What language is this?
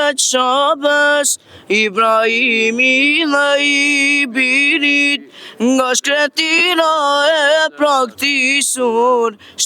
Albanian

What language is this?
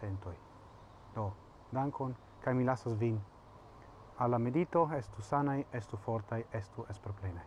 Esperanto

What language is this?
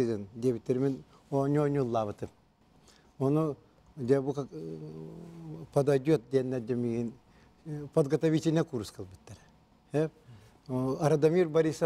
Yakut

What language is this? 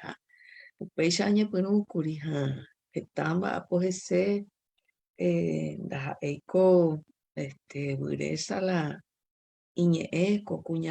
Guarani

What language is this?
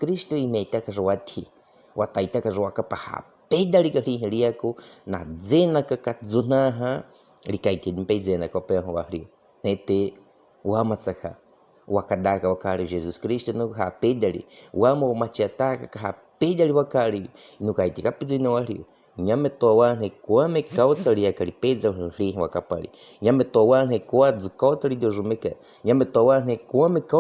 Baniwa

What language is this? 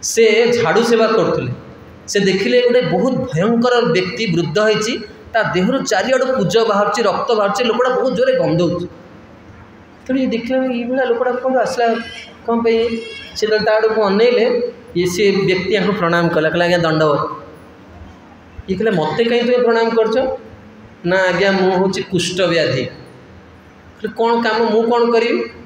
Odia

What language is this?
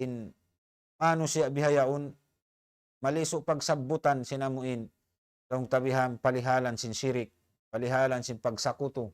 Tausug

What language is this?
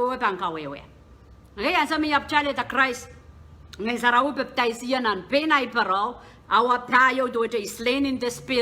Pohnpeian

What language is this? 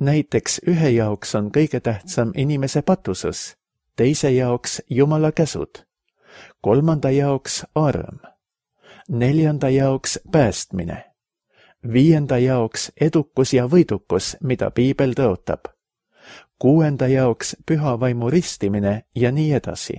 Estonian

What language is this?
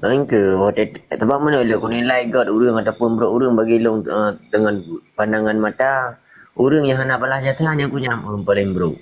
Achinese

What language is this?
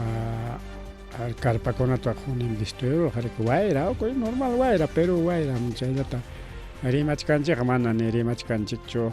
Ayacucho Quechua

